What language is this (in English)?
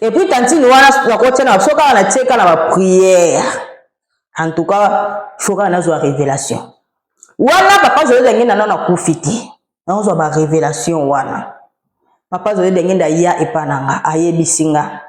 Lingala